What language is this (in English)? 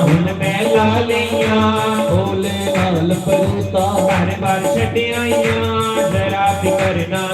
Dogri